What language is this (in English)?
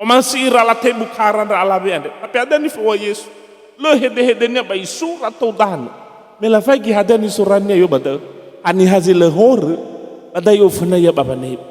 Nias